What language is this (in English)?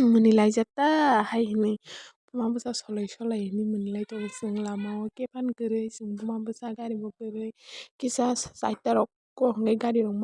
Kok Borok